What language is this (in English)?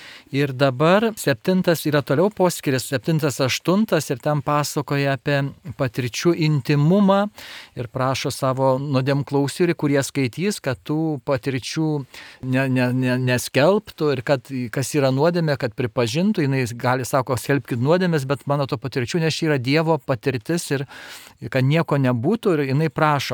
Lithuanian